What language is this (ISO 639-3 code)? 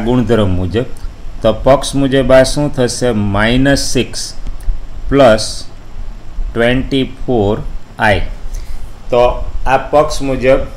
guj